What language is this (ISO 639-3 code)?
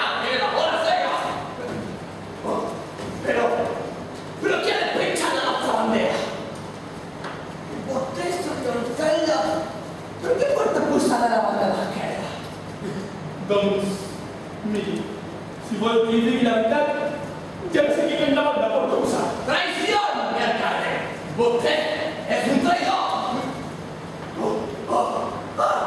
cat